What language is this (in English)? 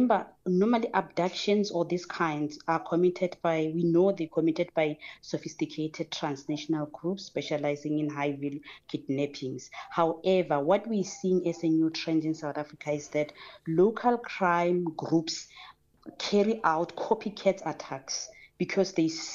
English